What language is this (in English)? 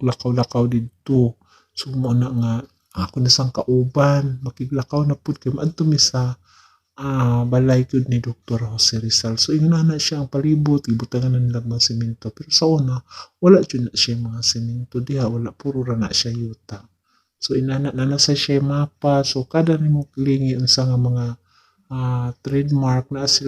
Cebuano